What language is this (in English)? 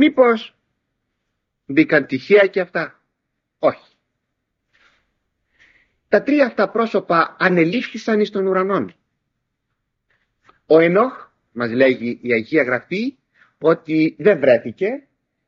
Greek